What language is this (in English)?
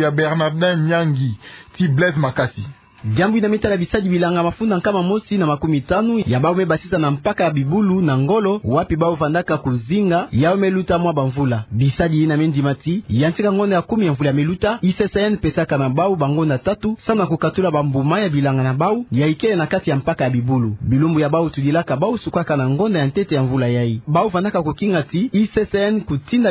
Kituba (Democratic Republic of Congo)